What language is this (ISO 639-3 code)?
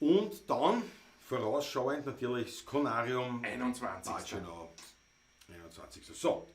bar